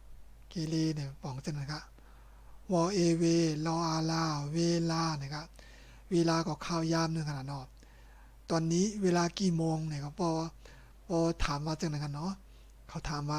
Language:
Shan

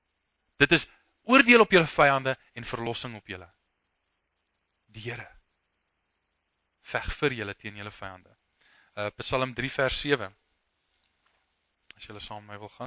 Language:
Afrikaans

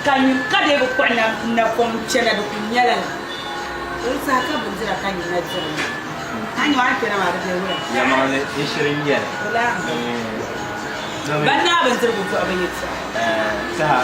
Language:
Dagbani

